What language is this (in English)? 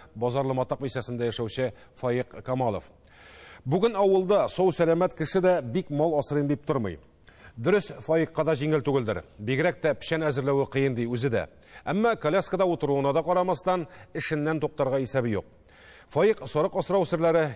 Tatar